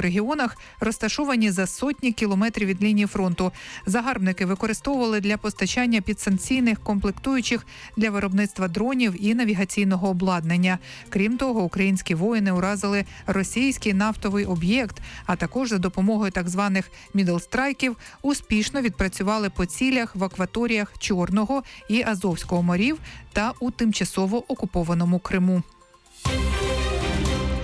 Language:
Ukrainian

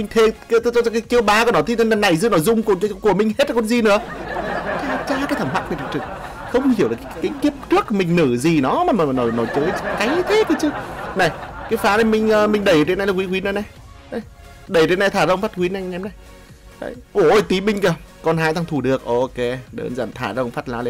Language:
Vietnamese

